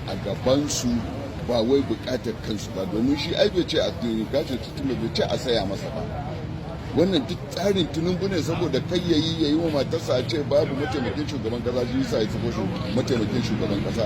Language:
Hausa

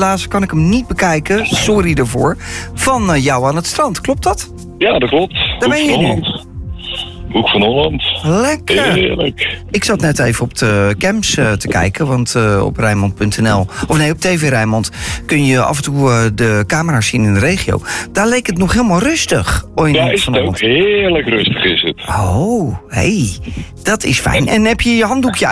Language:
Dutch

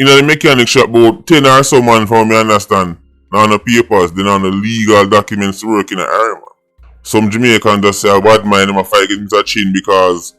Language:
Jamaican Creole English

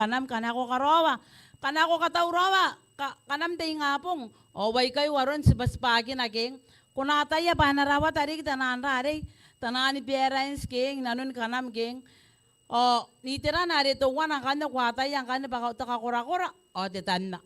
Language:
Gilbertese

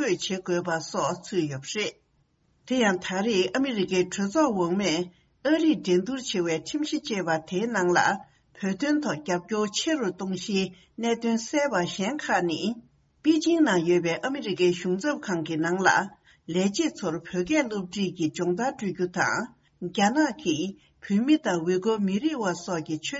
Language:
Tibetan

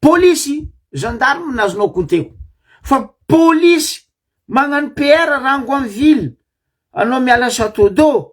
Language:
Malagasy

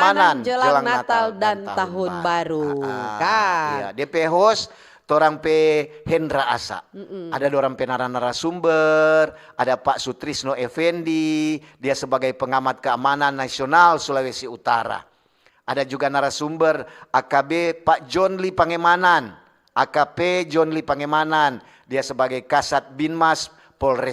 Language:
Manado Malay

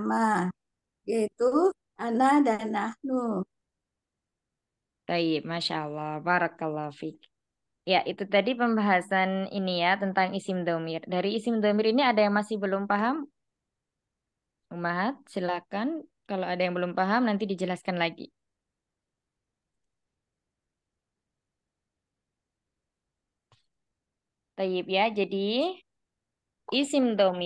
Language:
Indonesian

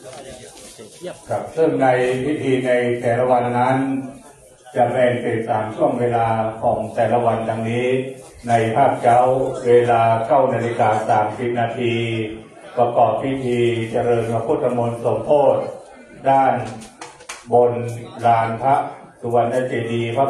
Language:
Thai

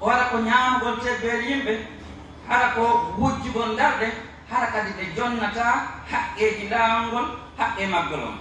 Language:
Pular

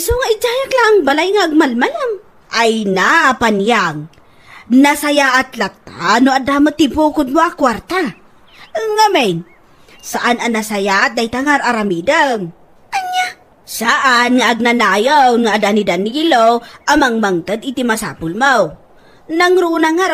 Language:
Iloko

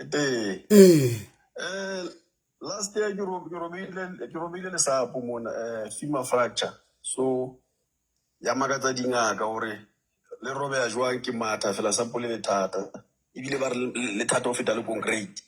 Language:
Southern Sotho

